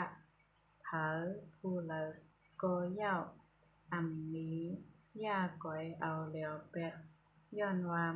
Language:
Shan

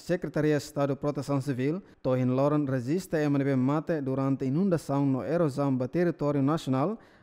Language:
Tetum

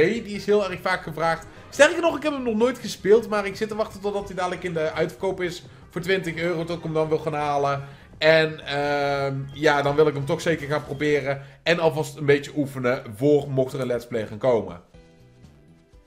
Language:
Dutch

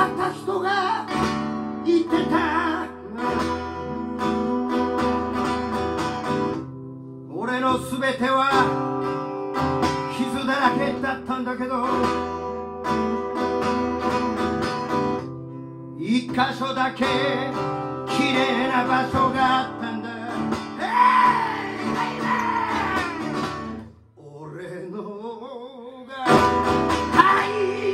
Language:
Japanese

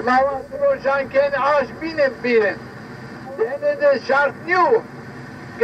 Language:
Zaza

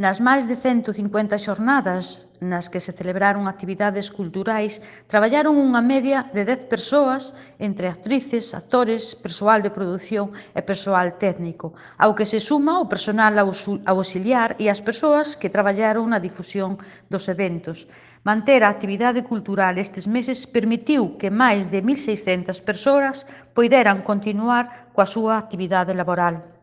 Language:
Galician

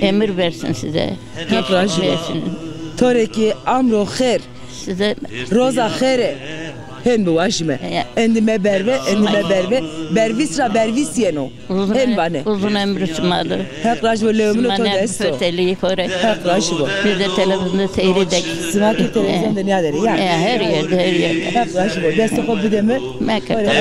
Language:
Zaza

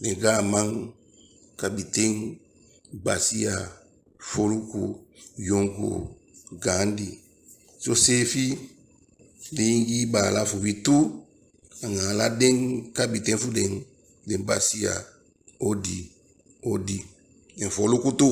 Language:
Eastern Maroon Creole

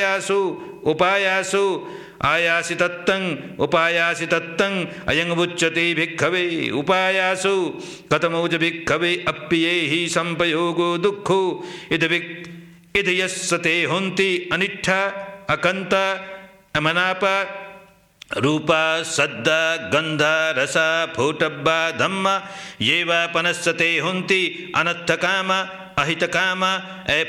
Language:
Pali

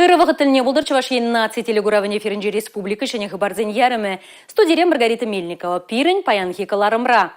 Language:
Chuvash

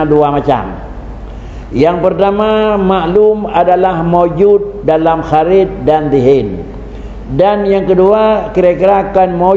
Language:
Achinese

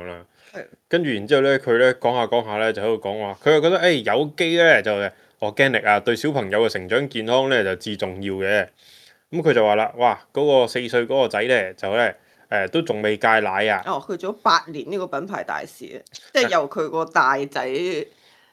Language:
Cantonese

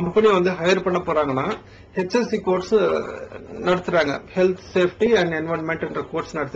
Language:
Tamil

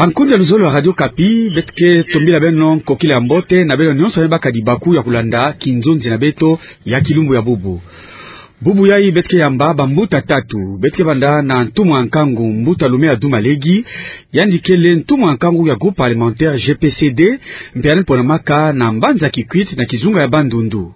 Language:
Kituba (Democratic Republic of Congo)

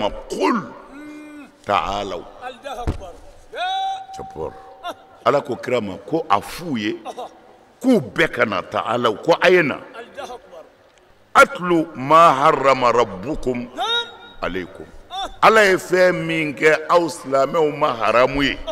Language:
Bambara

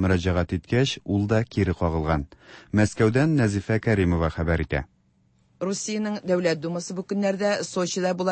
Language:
Tatar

